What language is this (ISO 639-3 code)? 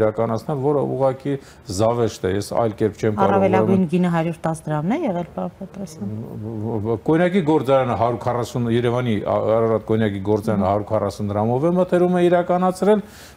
hye